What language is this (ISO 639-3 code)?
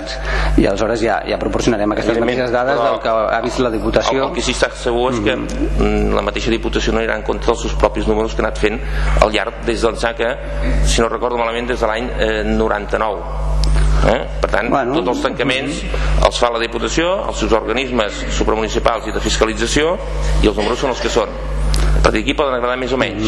cat